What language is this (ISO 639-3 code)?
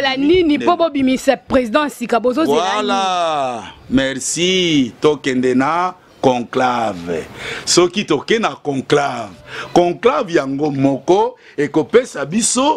lin